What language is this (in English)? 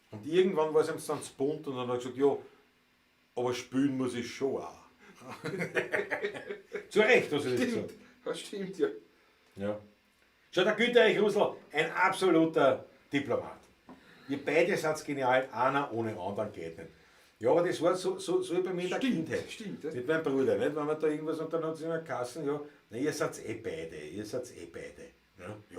Bavarian